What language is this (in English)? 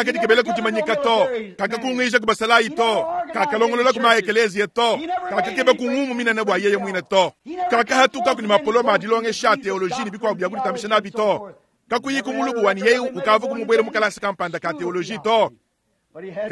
Luba-Lulua